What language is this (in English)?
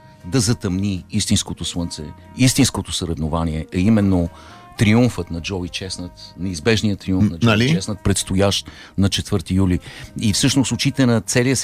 Bulgarian